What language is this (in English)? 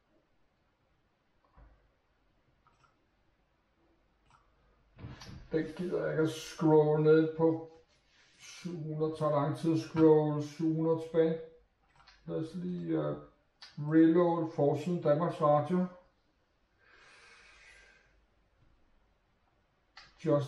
Danish